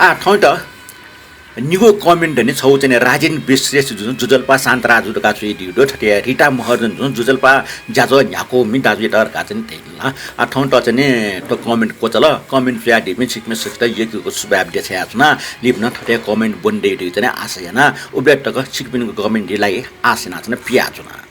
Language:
Newari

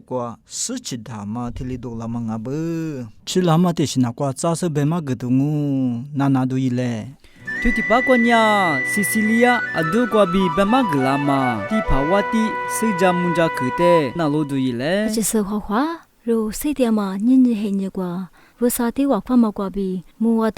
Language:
Lisu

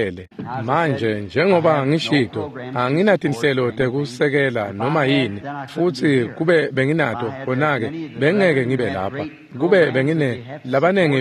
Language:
Swati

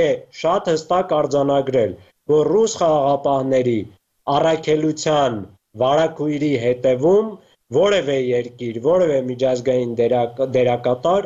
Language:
Armenian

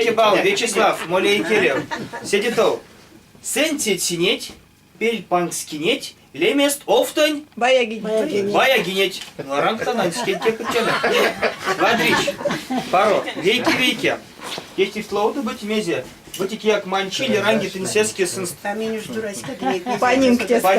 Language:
Erzya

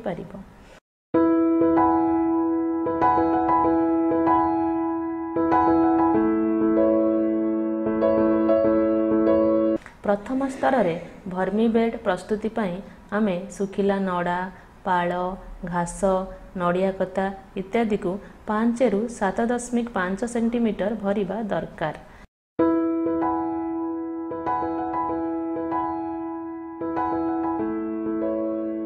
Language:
Odia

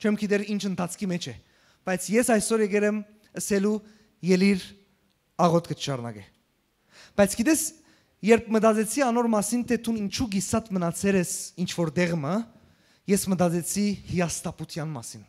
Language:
Western Armenian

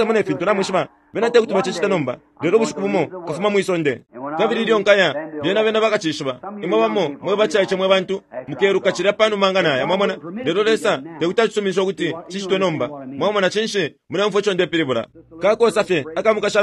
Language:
Bemba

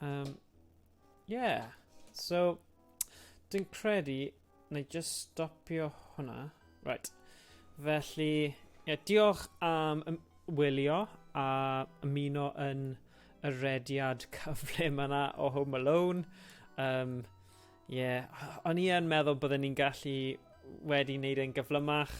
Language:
Welsh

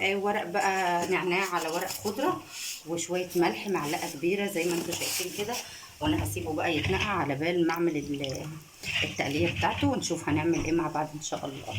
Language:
Egyptian Arabic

